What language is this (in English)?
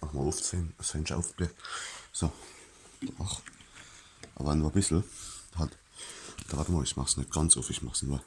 Palatine German